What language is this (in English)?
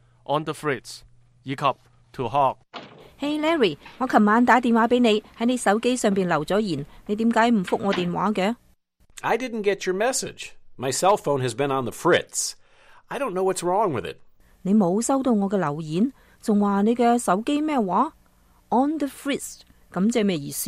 Cantonese